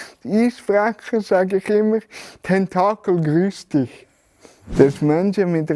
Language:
Swiss German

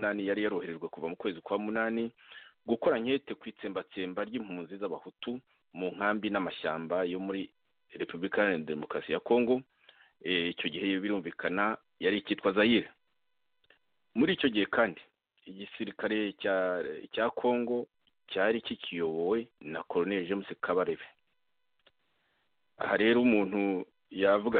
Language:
Kinyarwanda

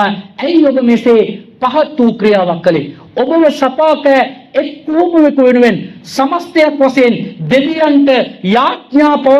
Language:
Sinhala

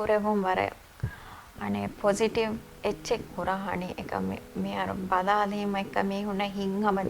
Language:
Divehi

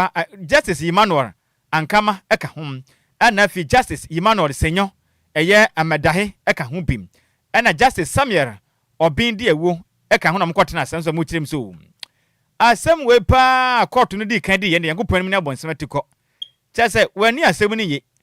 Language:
Akan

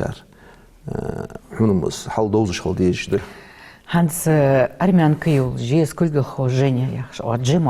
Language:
Ingush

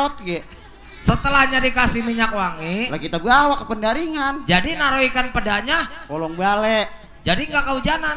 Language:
Betawi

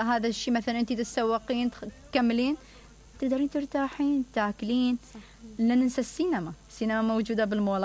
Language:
Mesopotamian Arabic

